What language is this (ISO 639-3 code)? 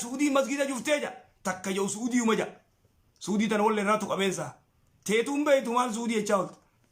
orm